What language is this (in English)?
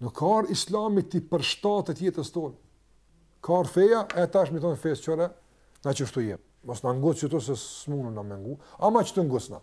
Albanian